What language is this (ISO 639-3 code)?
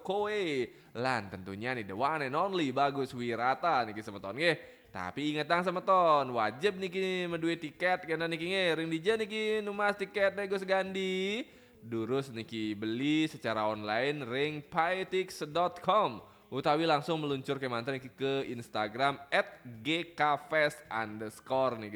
ban